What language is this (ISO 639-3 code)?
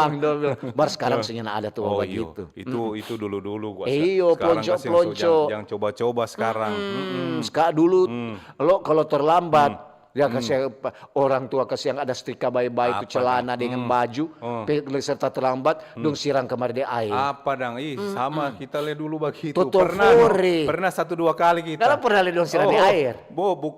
xmm